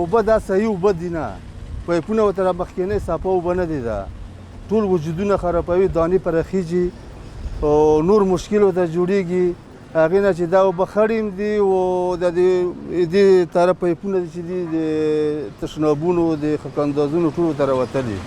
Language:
Pashto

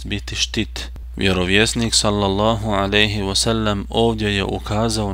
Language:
Bosnian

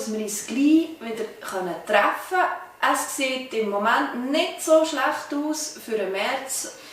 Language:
Swiss German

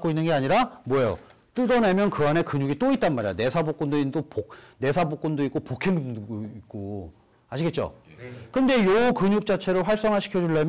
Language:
Korean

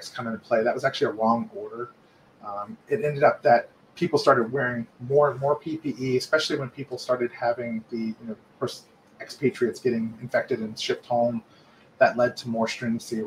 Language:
English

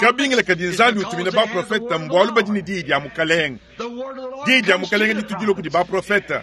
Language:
Luba-Lulua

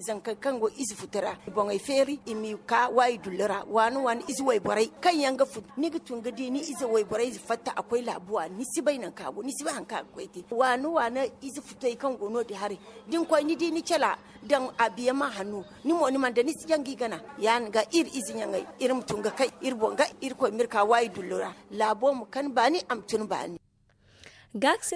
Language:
Zarma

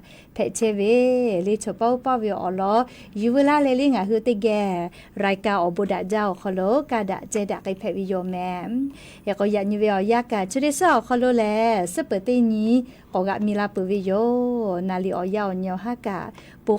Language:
Lahu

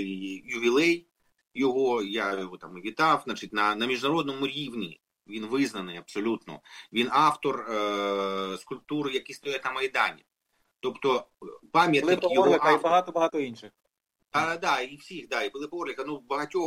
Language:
Ukrainian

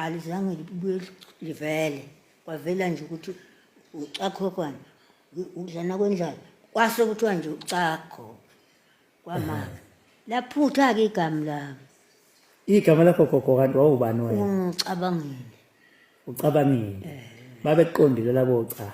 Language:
Zulu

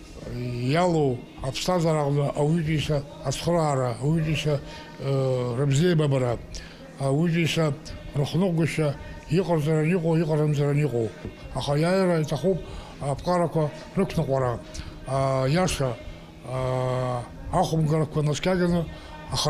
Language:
Abkhazian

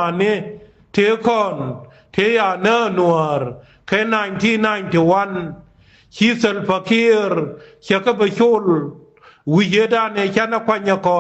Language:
Nuer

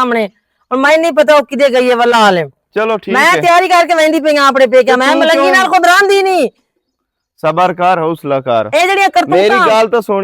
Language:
Western Panjabi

